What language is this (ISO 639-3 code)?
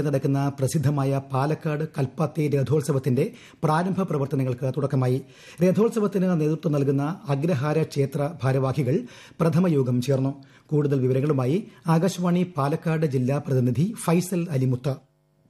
mal